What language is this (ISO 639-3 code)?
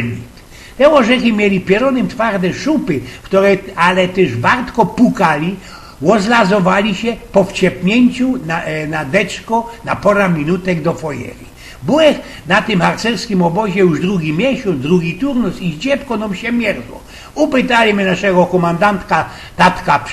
szl